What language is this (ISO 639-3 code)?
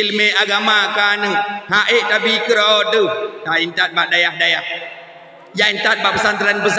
ace